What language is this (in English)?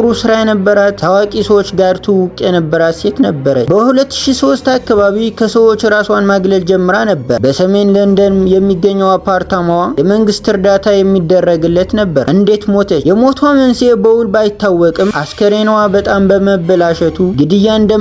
Amharic